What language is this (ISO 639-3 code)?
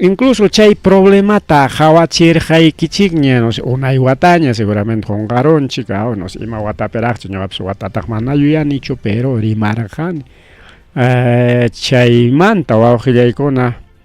quy